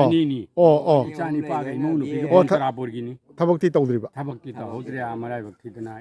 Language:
Manipuri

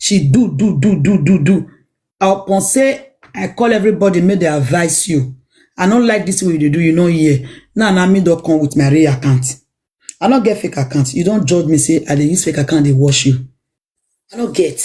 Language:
Nigerian Pidgin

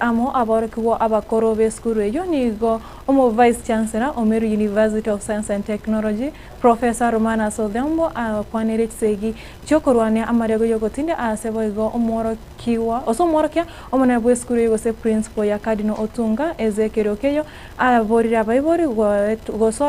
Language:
Gusii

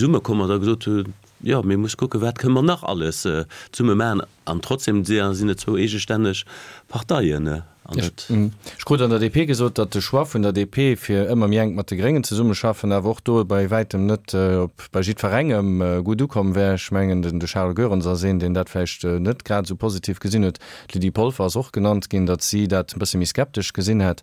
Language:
Luxembourgish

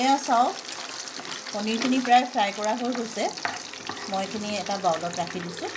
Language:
Assamese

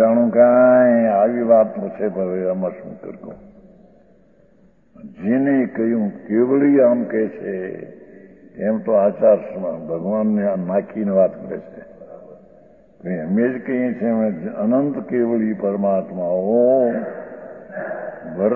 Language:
Gujarati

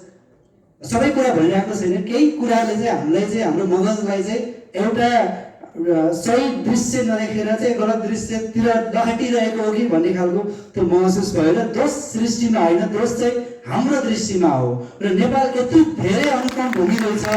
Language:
Nepali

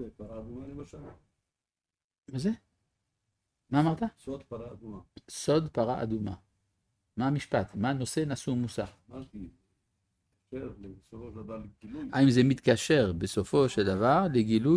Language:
Hebrew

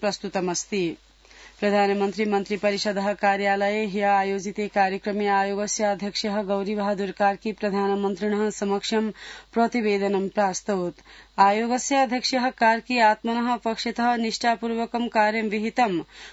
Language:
Sanskrit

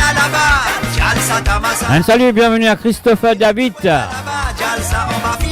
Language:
Morisyen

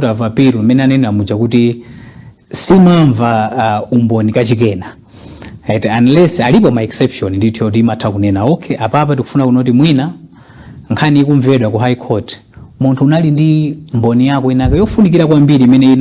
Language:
Nyanja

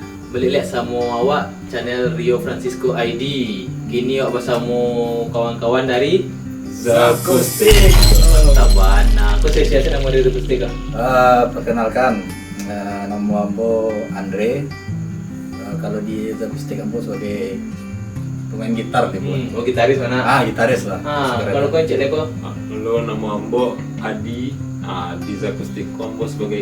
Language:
Minangkabau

